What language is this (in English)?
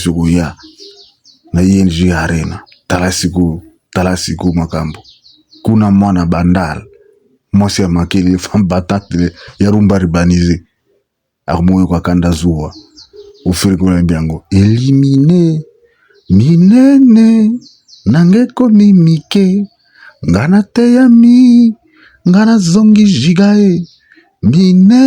Lingala